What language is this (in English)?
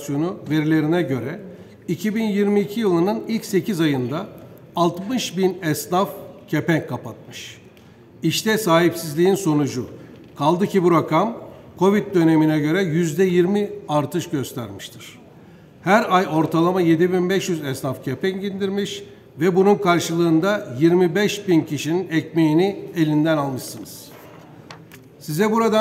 Turkish